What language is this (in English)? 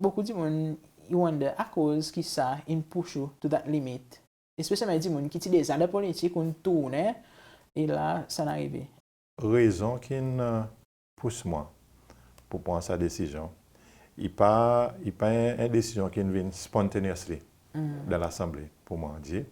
Seselwa Creole French